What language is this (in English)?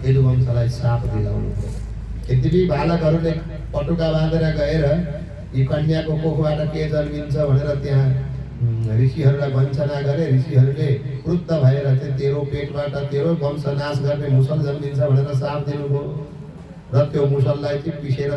Nepali